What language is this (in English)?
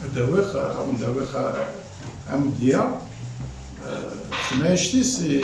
Kabyle